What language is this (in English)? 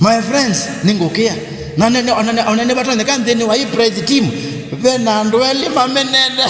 Kamba